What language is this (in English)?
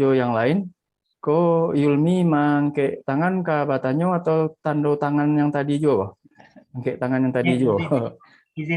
Minangkabau